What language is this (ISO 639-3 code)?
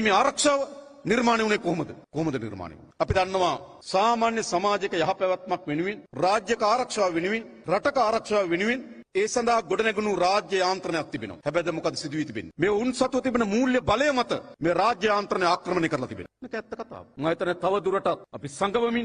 sin